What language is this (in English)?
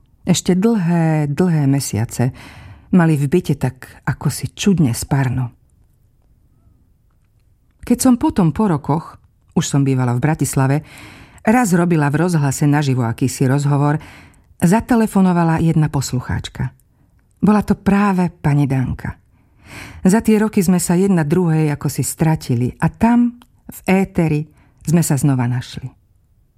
Slovak